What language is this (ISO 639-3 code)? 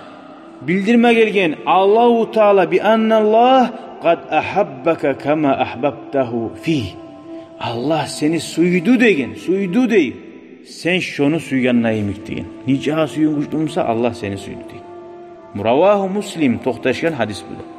kum